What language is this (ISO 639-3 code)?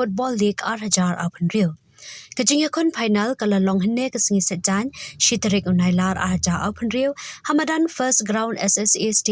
kha